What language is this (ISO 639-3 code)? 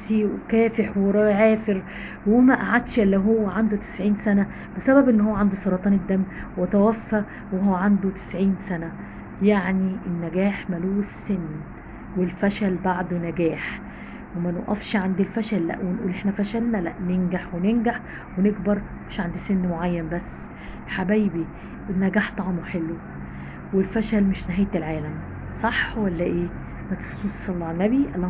arz